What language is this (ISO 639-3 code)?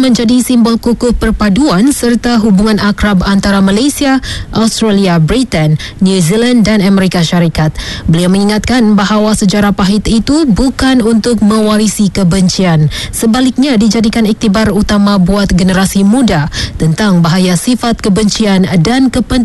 msa